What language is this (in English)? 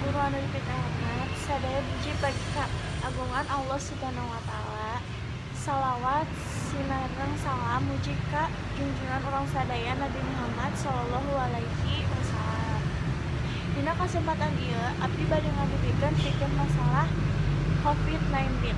Sundanese